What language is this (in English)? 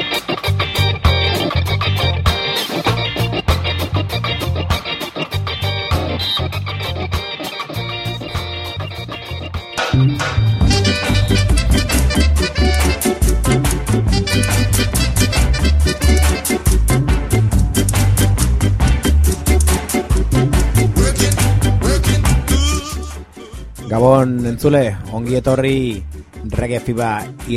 Basque